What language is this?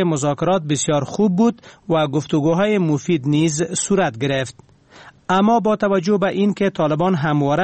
Persian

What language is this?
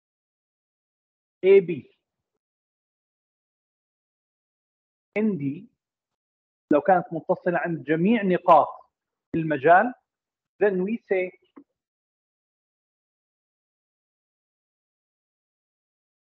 Arabic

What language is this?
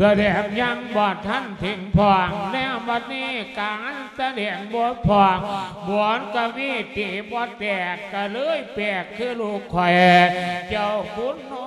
Lao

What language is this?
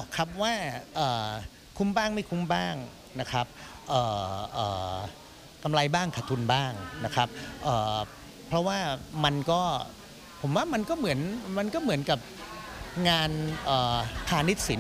Thai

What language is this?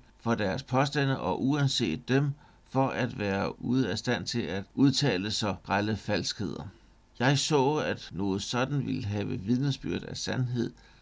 Danish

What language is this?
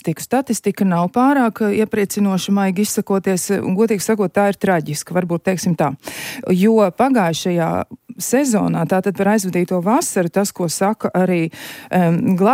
Latvian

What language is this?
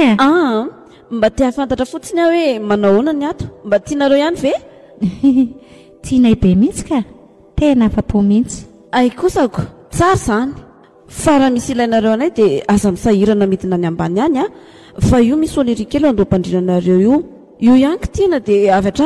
Malagasy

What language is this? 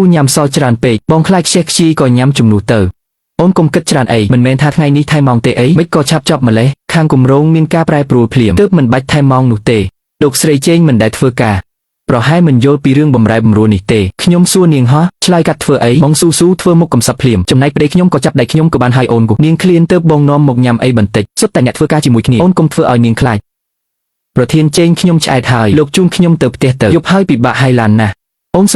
Khmer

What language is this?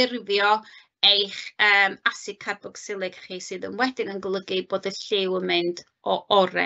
Welsh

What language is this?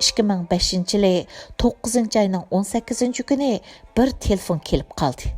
Uyghur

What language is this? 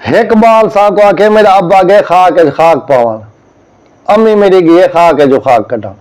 Saraiki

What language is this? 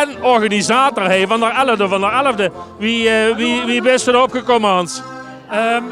Limburgish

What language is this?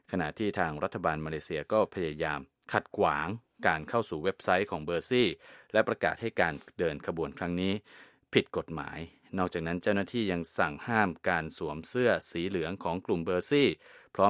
Thai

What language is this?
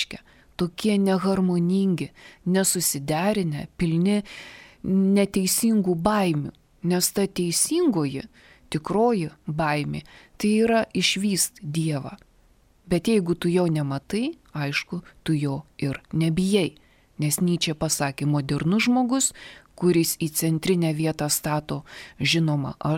Lithuanian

